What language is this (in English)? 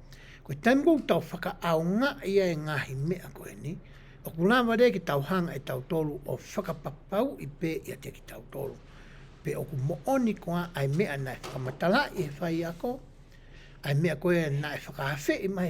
Tongan